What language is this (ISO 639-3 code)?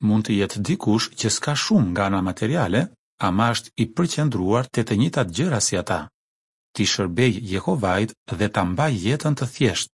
sqi